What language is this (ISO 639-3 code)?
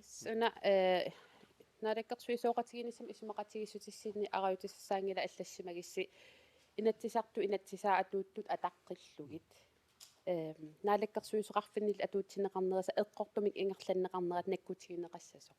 kal